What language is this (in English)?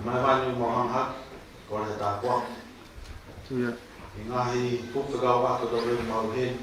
Tongan